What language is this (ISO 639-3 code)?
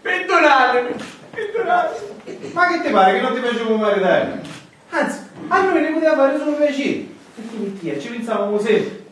scn